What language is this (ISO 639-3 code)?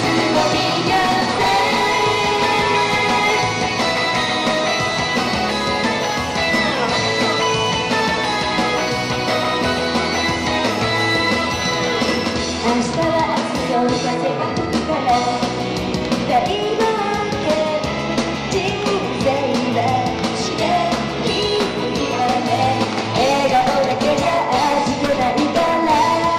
jpn